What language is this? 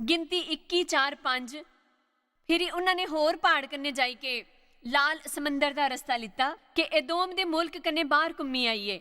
Dogri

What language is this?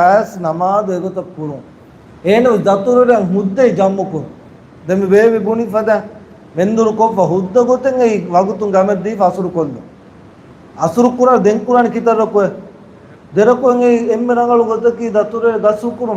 Divehi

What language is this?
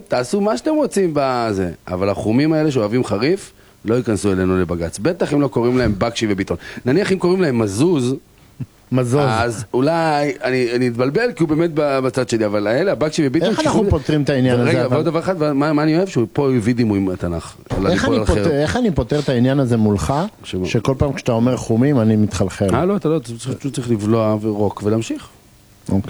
Hebrew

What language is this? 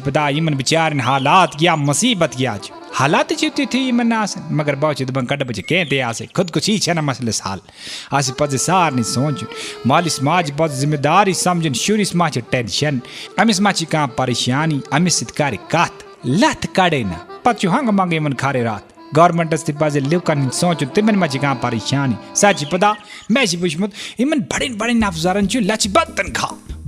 Kashmiri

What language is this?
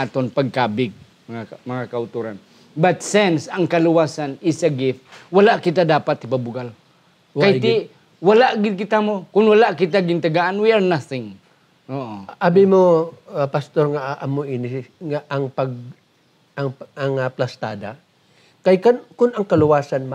Hiligaynon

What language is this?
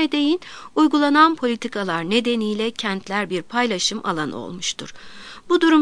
Turkish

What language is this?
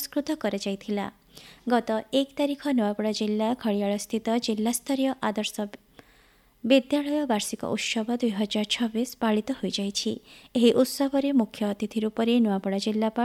Odia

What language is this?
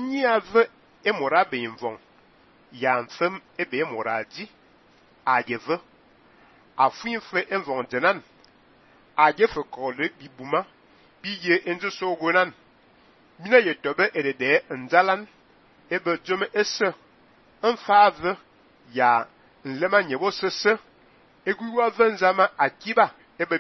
Fang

